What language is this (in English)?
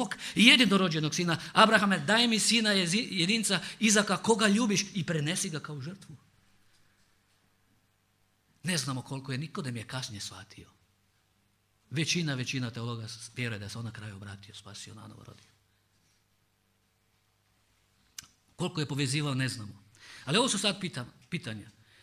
Croatian